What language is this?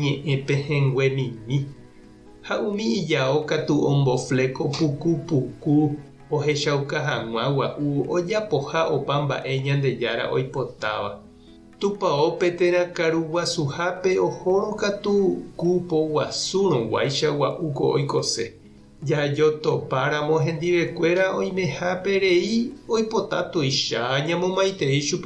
Guarani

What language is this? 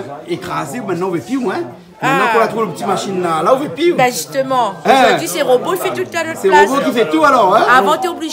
Réunion Creole French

